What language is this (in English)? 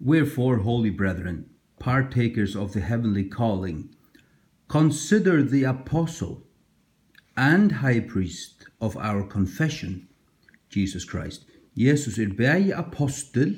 Faroese